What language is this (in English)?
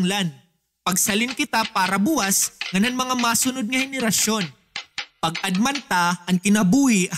Waray